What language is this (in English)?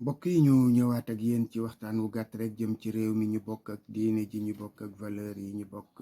Wolof